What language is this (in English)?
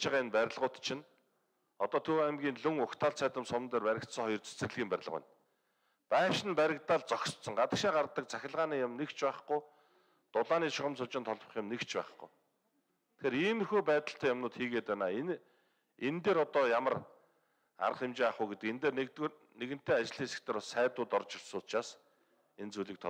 Mongolian